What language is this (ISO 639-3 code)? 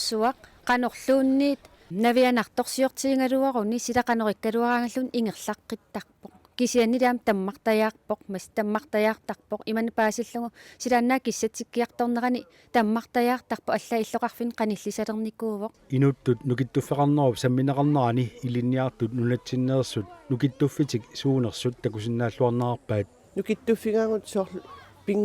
kal